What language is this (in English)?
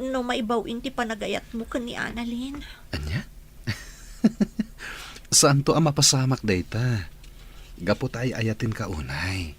Iloko